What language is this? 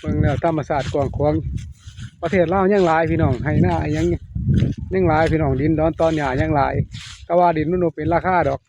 Northeastern Thai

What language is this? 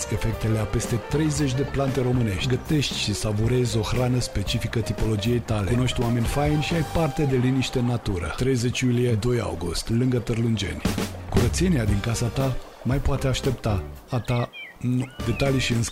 Romanian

